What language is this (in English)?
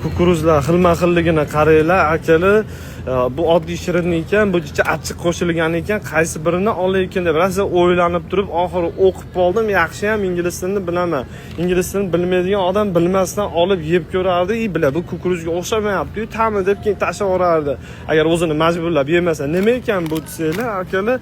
Uzbek